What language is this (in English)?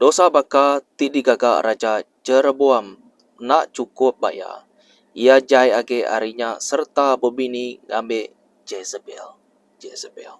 Iban